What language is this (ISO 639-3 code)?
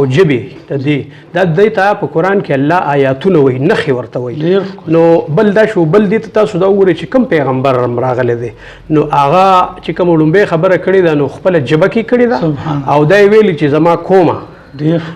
pus